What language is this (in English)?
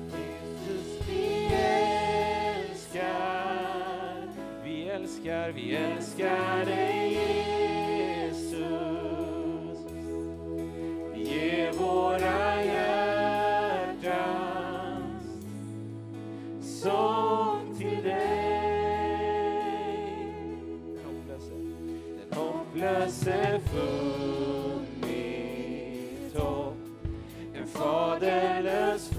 Swedish